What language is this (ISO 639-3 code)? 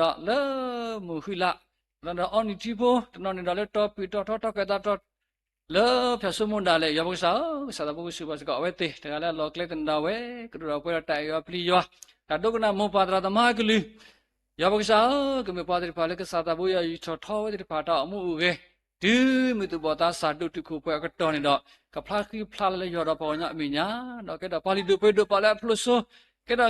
ksw